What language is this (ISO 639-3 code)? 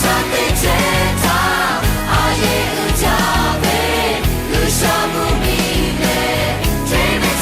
lhu